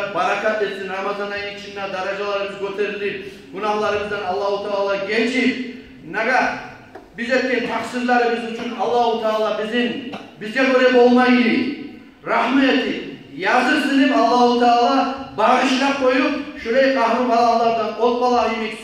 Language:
Kumyk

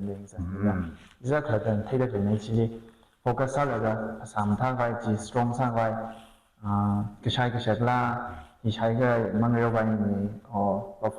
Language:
Tangkhul Naga (India)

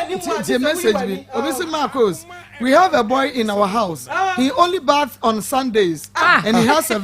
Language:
Akan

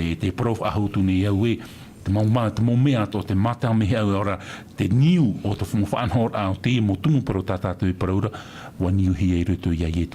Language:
Tahitian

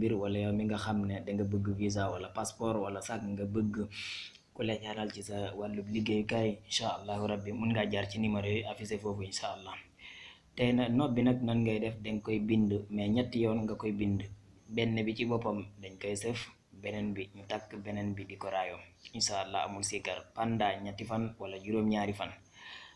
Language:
Wolof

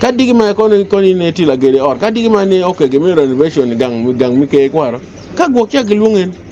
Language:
Acoli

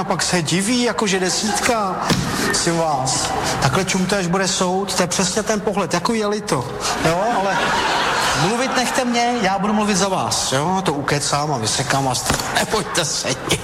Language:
Czech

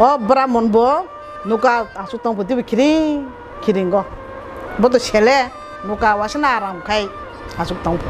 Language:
Kok Borok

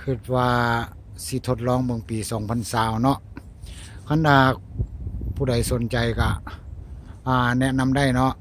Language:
Lao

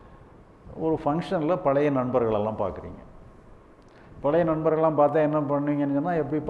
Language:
Tamil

